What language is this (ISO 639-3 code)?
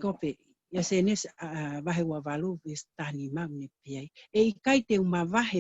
ton